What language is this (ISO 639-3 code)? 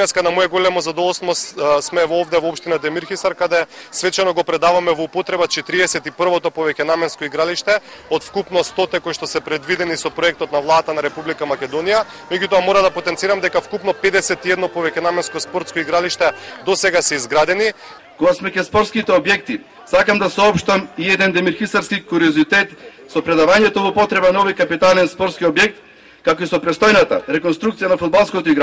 mkd